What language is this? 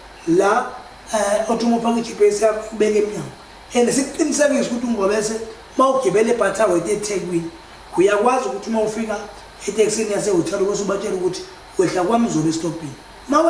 Zulu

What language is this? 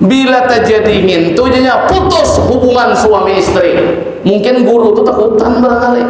Banjar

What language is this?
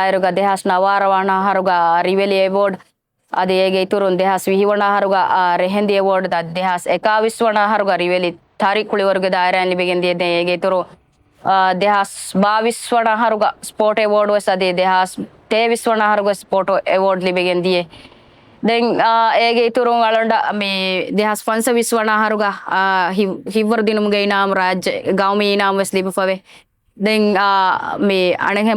Divehi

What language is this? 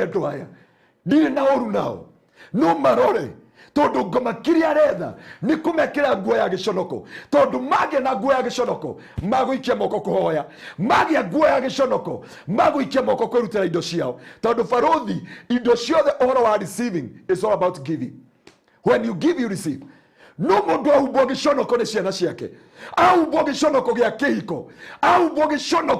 Kikuyu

